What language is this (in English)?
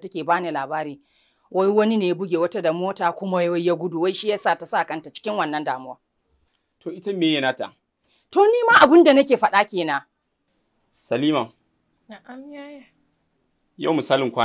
Hausa